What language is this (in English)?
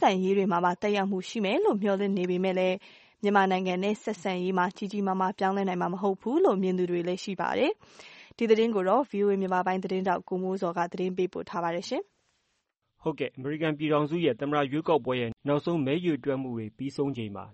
Burmese